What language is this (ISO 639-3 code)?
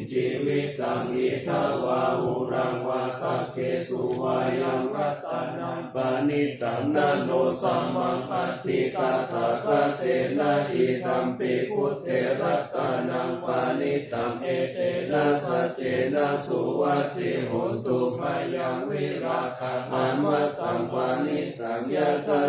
pli